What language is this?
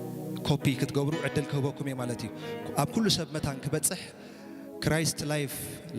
Tigrinya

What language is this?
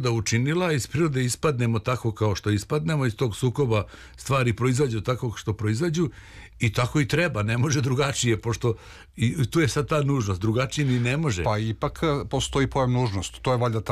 Serbian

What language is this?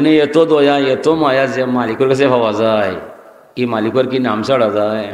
Sylheti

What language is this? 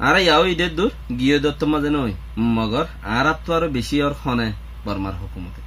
Rohingya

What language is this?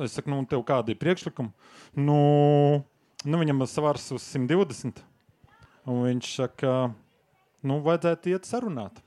Latvian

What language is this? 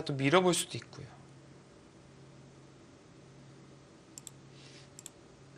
Korean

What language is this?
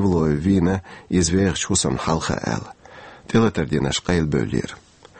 Chechen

